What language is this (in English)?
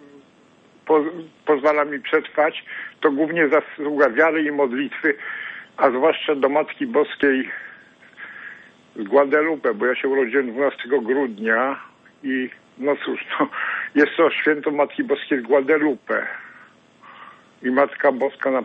Polish